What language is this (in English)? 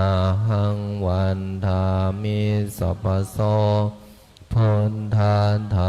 Pali